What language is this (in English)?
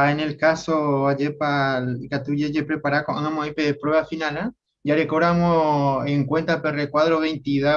Guarani